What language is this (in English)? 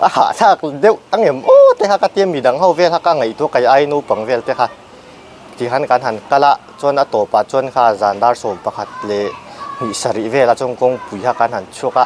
Mizo